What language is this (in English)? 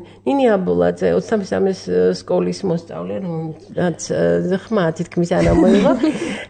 Georgian